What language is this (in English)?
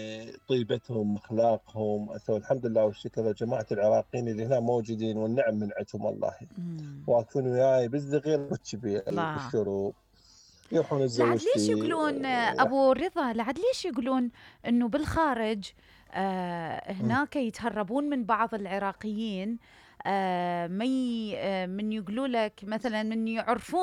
Mesopotamian Arabic